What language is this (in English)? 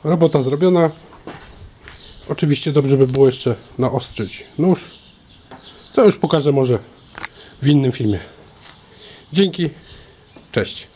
Polish